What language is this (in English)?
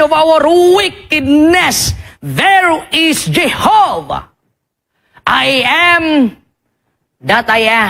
Cebuano